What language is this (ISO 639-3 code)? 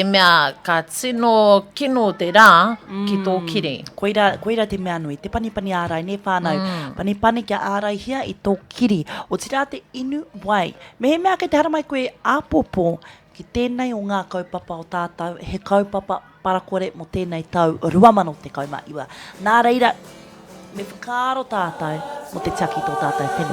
mri